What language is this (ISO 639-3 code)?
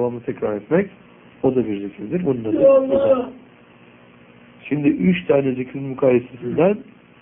tur